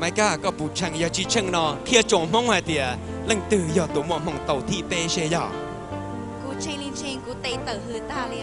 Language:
Hmong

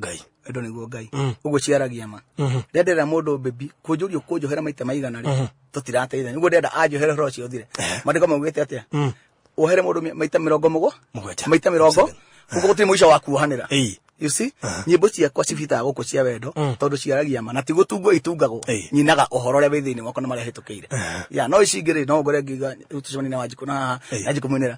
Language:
Kikuyu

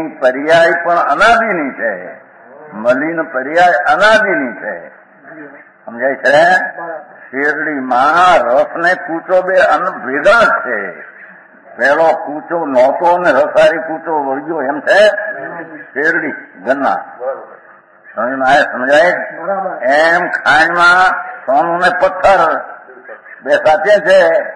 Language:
Gujarati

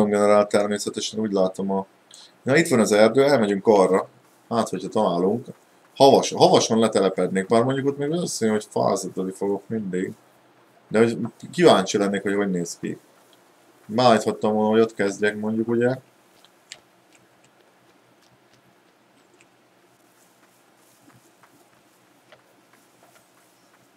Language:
Hungarian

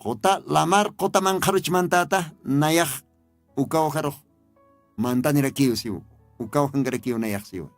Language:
Aymara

